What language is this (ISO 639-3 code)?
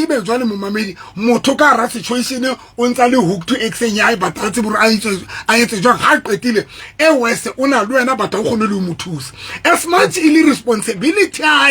sot